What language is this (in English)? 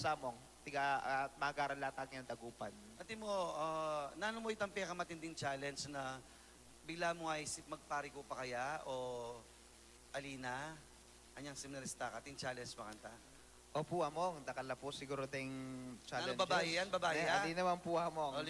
Pampanga